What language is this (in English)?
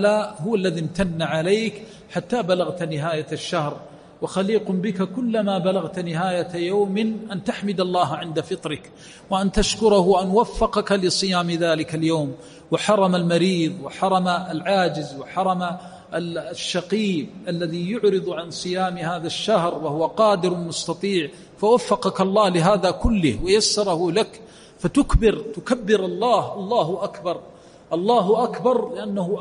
Arabic